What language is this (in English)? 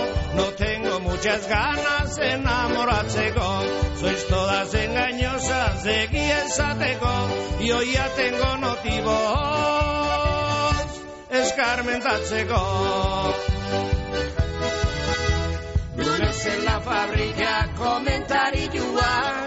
Basque